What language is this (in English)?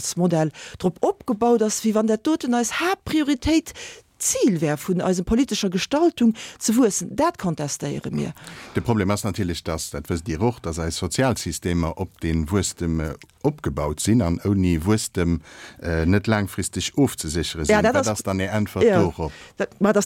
Luxembourgish